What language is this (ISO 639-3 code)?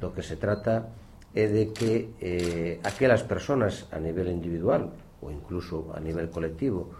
glg